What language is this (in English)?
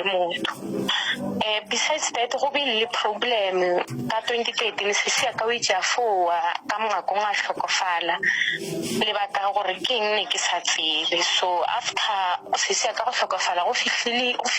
Northern Sotho